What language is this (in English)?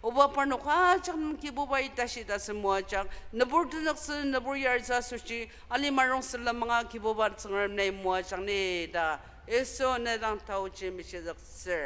Ao Naga